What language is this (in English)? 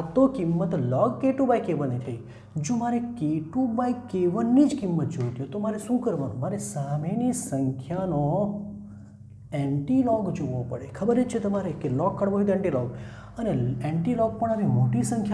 Gujarati